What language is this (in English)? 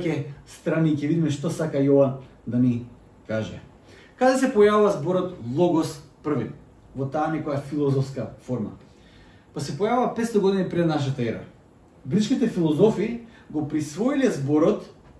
Macedonian